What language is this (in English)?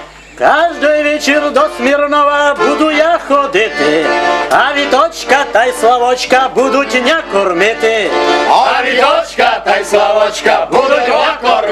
Rusyn